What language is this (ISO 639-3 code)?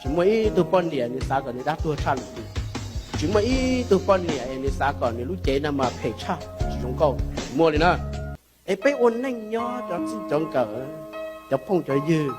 hmn